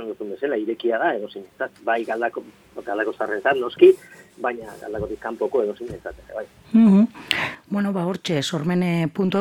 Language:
Basque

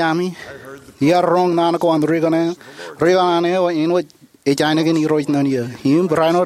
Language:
Marshallese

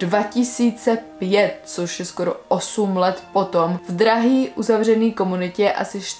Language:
Czech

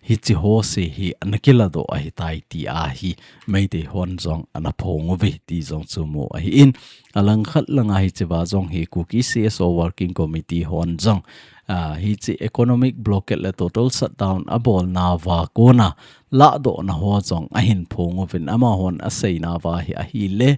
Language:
Thado Chin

